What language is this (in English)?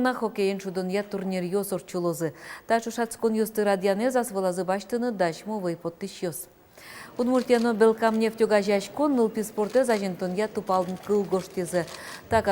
Udmurt